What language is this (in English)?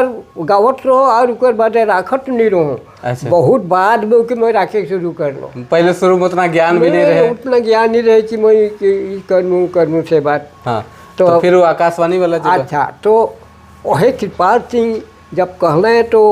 Sadri